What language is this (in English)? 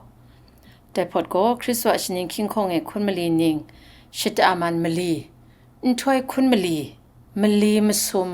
Kachin